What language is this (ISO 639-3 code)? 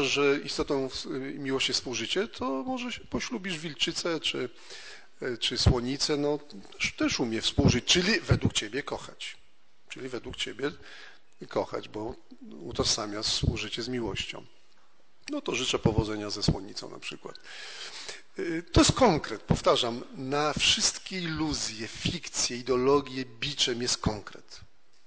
pol